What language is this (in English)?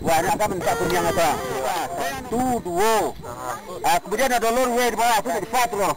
Minangkabau